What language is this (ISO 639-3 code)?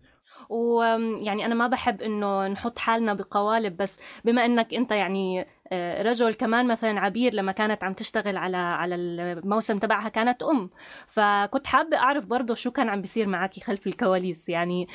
apc